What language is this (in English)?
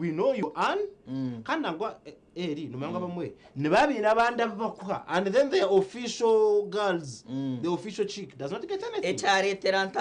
Nyankole